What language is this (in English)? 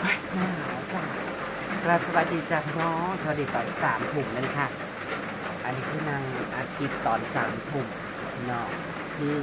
Northeastern Thai